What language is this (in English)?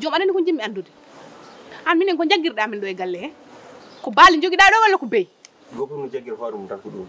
Fula